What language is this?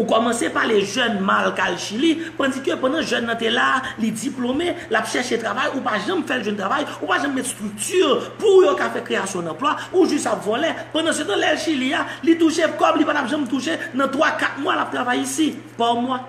Haitian Creole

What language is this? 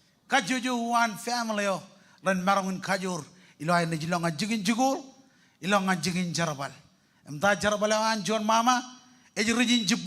Marshallese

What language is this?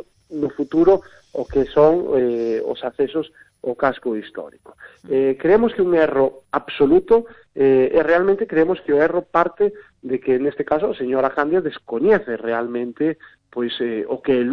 Galician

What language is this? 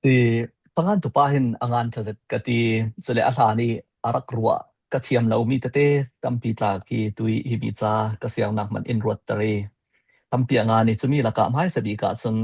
Falam Chin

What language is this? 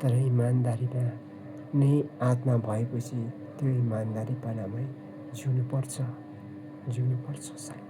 Nepali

